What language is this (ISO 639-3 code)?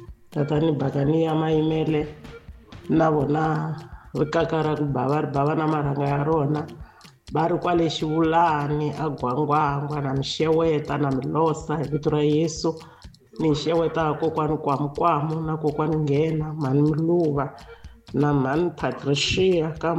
tso